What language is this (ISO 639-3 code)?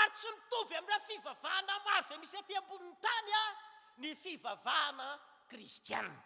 mlg